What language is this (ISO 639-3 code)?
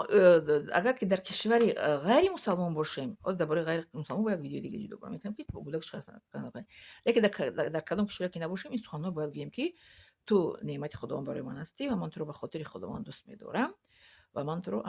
tgk